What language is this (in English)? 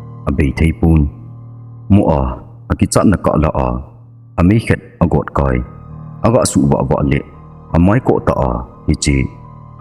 Thado Chin